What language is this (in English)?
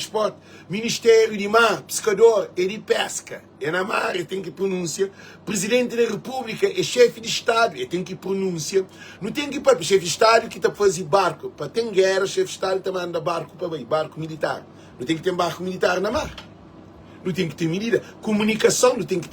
Kabuverdianu